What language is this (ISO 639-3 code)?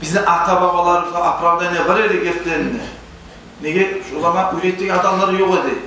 kum